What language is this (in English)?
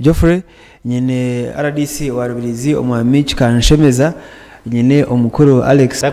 Nyankole